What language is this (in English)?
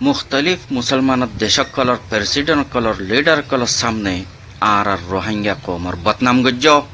Rohingya